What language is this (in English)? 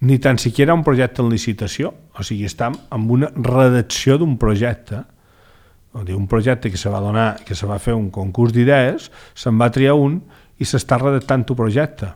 Catalan